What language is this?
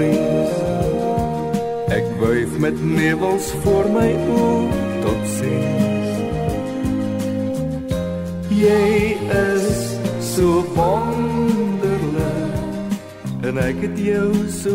Afrikaans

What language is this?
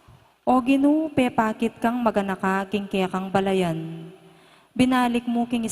Pampanga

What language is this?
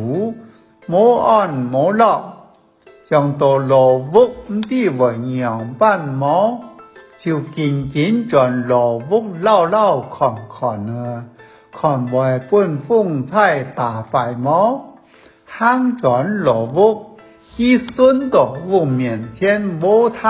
Hakka Chinese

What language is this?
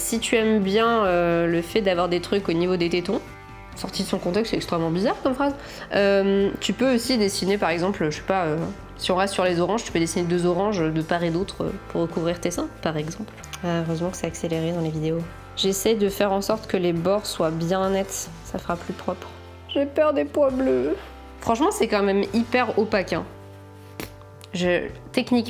French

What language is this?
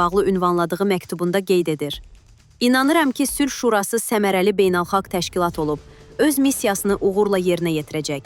Azerbaijani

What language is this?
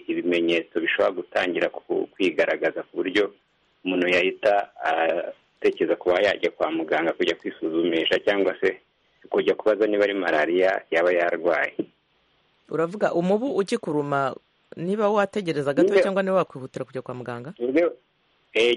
Kinyarwanda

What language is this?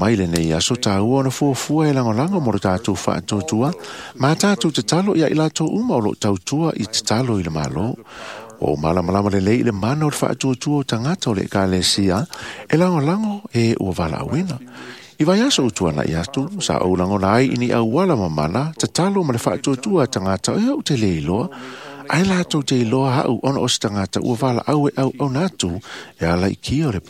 Samoan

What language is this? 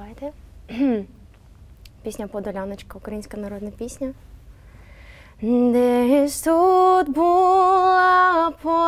Ukrainian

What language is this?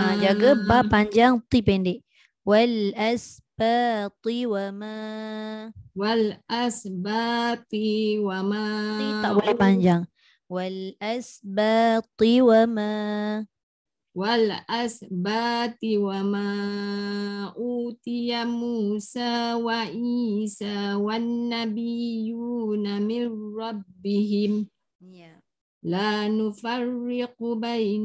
Malay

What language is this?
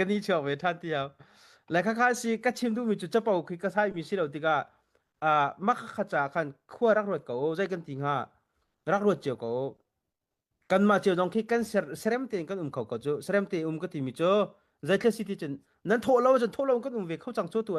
Hakha Chin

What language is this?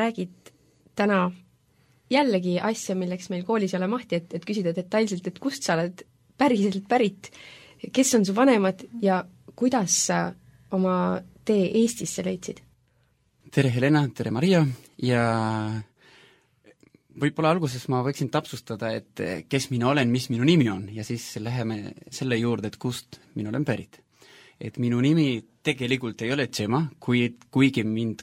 Estonian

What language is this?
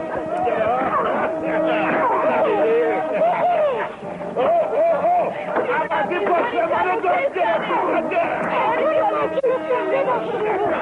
Persian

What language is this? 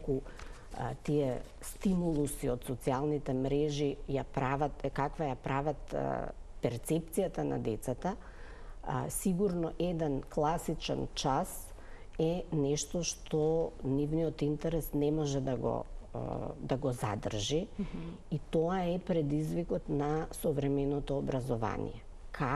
Macedonian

